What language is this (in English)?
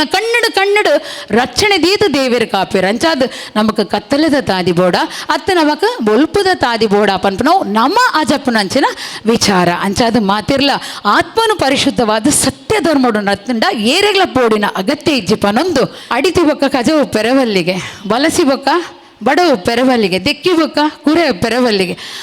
Tulu